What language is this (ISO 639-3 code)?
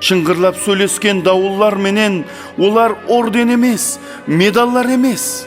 kaa